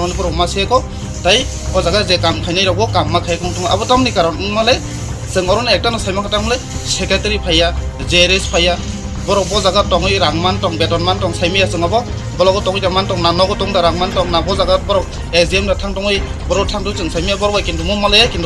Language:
Kok Borok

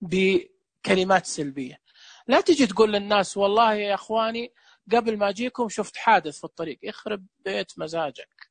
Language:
Najdi Arabic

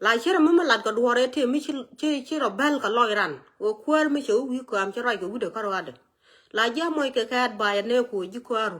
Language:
Nuer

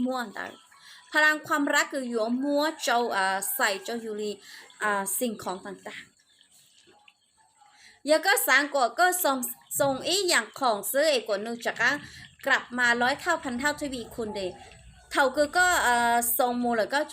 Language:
Hmong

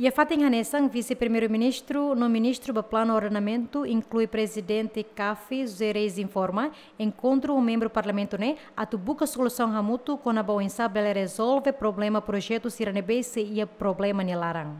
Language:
Tetum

